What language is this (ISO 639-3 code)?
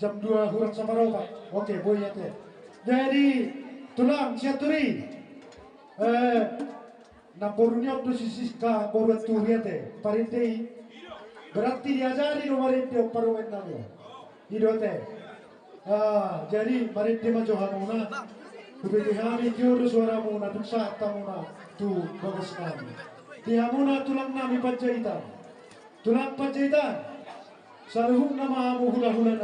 bbc